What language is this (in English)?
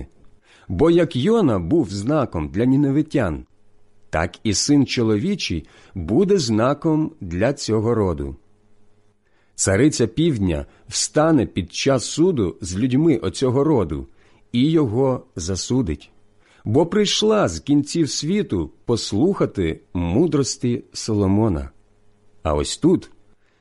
Ukrainian